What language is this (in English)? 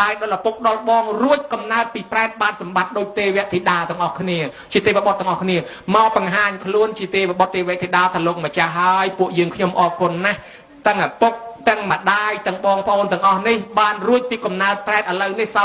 Khmer